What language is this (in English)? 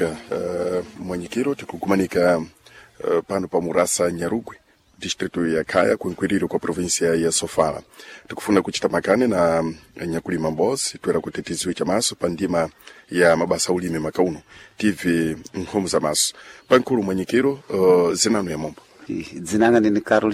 Sena